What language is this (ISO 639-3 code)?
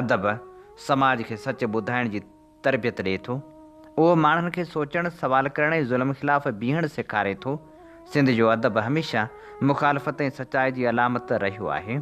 snd